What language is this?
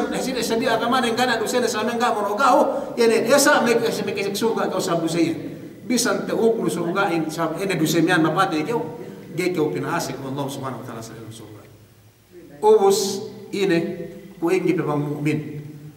Yakan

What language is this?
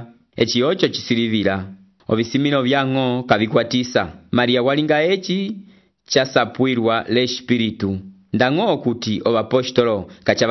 Umbundu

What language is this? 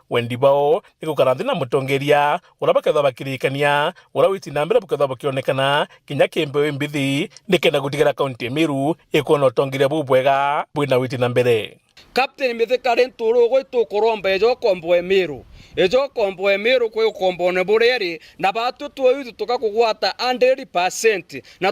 Meru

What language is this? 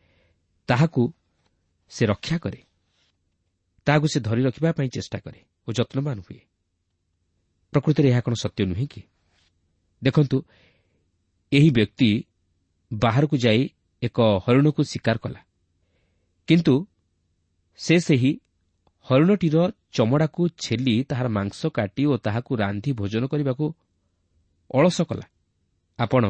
Odia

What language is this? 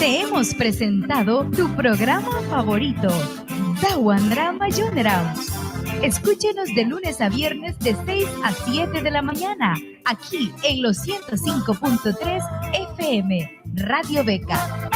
Mískito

